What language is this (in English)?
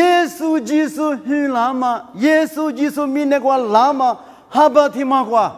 Lisu